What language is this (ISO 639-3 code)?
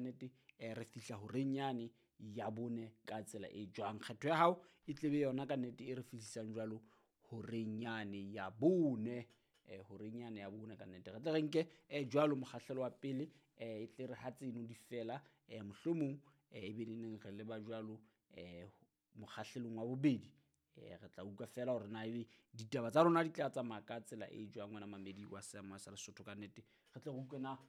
sot